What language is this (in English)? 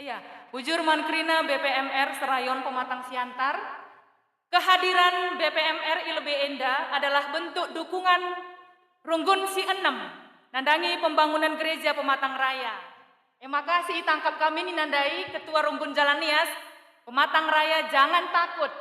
Batak Karo